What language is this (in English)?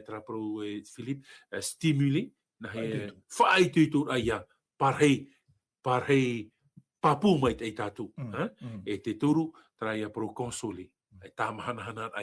Tahitian